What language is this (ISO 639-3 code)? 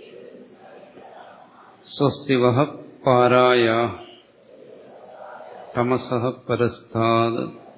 mal